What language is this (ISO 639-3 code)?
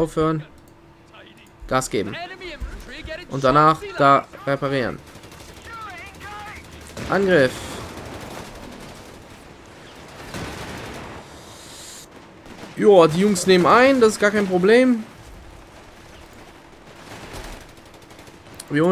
deu